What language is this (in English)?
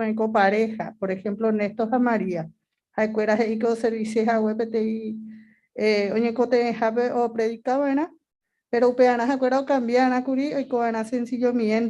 Guarani